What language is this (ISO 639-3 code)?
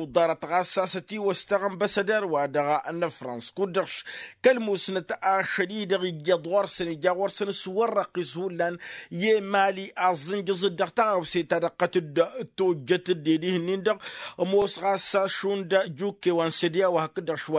taq